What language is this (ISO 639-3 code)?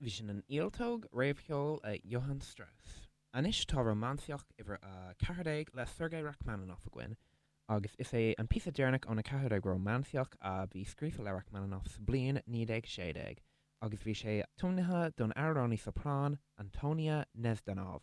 gle